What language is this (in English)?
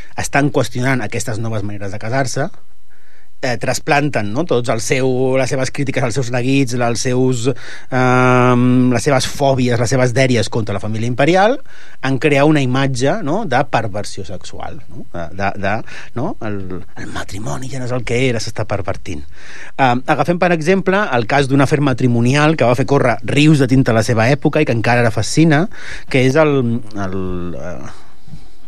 Catalan